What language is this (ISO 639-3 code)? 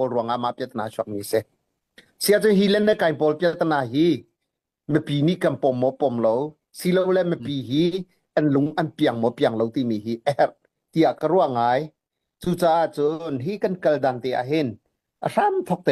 cnh